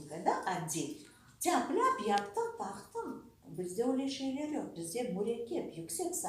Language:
Crimean Tatar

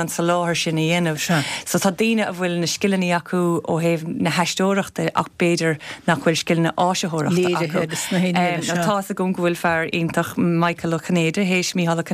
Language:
Irish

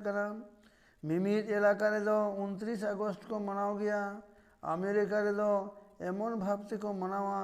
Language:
Santali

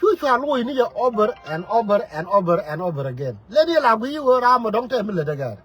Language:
Nuer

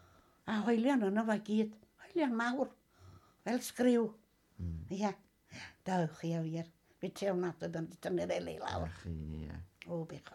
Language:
Welsh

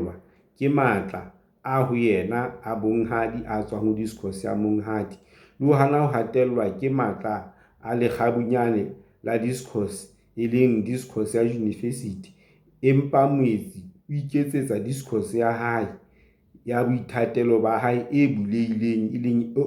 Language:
Southern Sotho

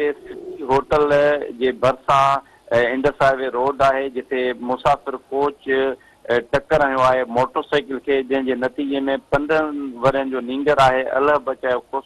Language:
Sindhi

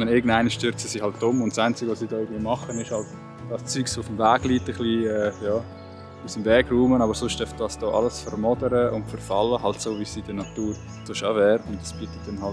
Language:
Swiss German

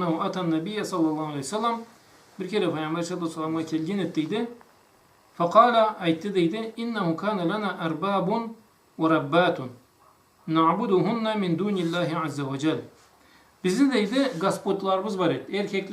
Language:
Karachay-Balkar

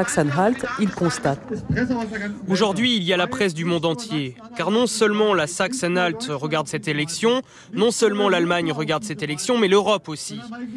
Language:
French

